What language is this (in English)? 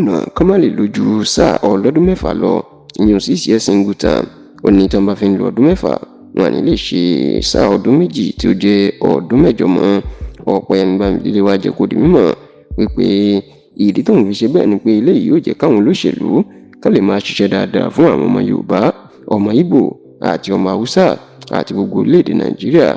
Yoruba